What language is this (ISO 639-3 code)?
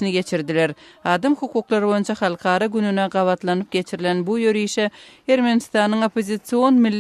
tuk